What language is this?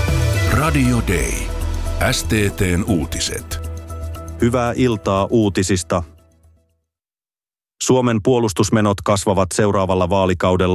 Finnish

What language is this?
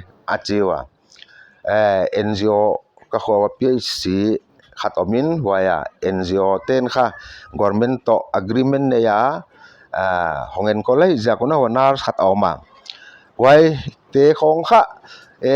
Paite Chin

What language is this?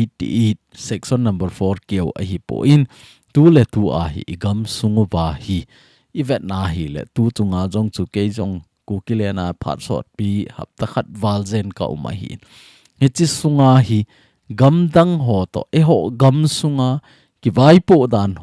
Thado Chin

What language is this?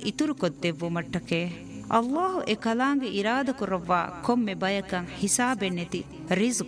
Divehi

